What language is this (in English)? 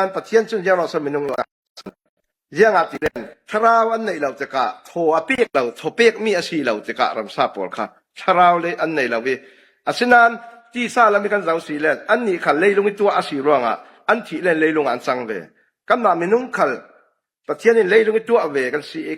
Falam Chin